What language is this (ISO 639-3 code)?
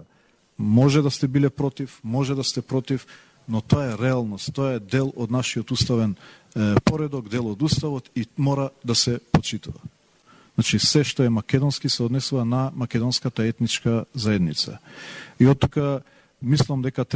mkd